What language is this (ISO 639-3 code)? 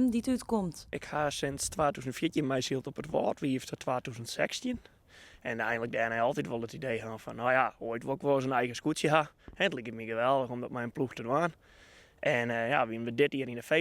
fry